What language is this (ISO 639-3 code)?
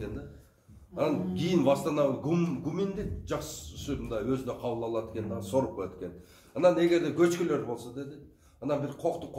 kir